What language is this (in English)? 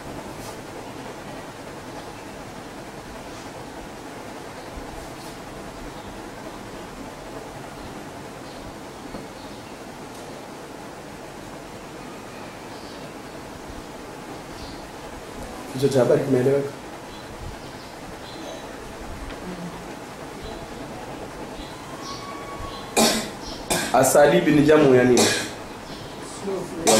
Swahili